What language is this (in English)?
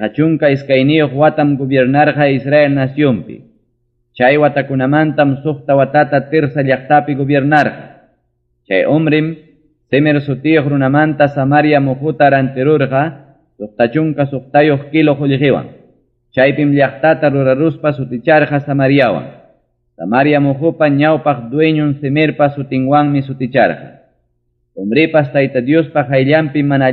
Ayacucho Quechua